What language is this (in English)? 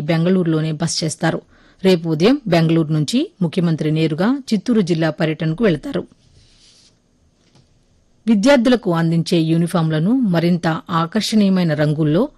Telugu